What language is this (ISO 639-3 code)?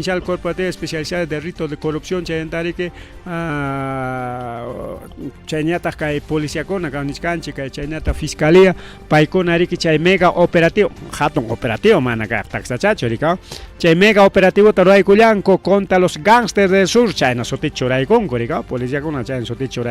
quy